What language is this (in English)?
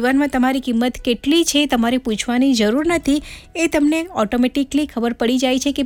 Gujarati